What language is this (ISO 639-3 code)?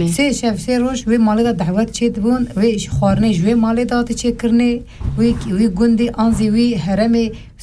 kur